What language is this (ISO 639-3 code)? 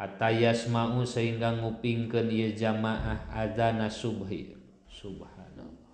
sun